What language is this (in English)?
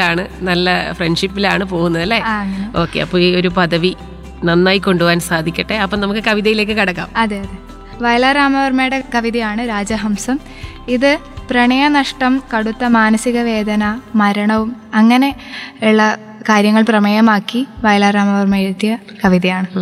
Malayalam